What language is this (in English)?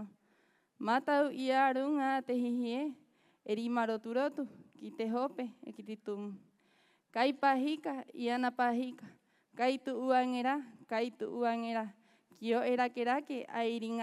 Rapanui